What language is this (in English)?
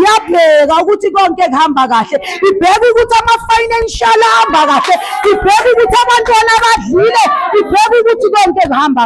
Zulu